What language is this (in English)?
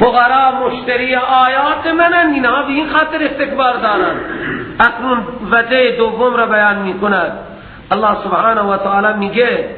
Persian